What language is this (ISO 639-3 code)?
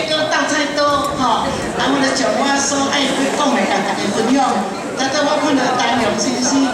nan